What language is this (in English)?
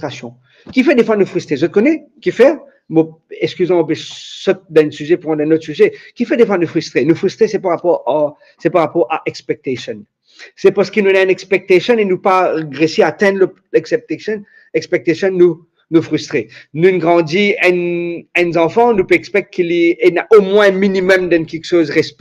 Morisyen